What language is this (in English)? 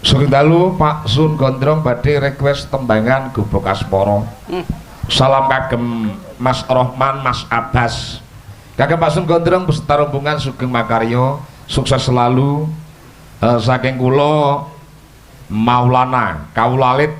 Javanese